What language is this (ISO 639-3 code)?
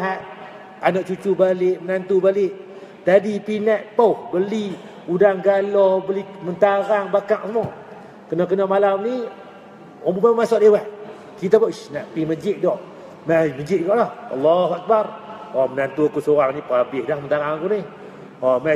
msa